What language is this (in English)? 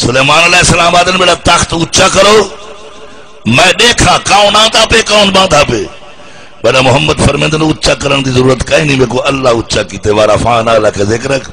Saraiki